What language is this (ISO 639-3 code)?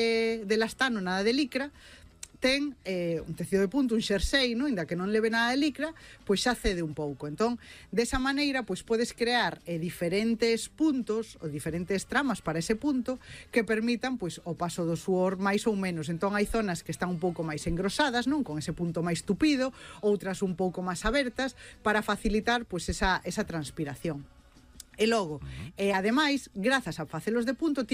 glg